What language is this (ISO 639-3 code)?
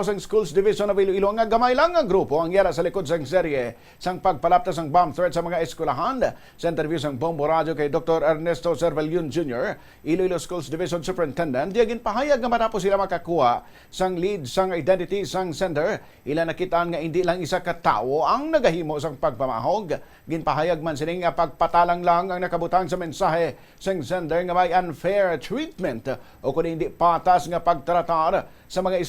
hil